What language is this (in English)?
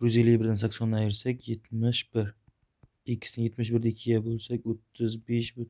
Uzbek